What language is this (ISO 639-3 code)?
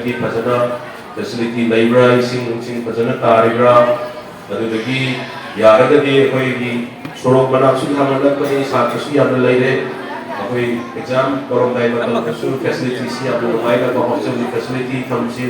mni